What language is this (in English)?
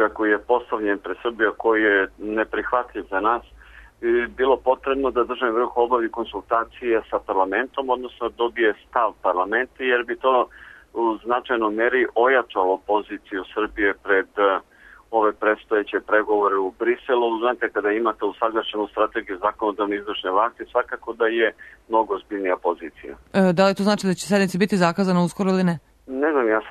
Serbian